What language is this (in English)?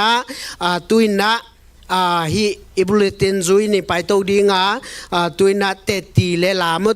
Tedim Chin